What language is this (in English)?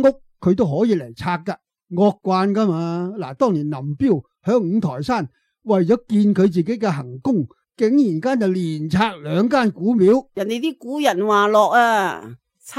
Cantonese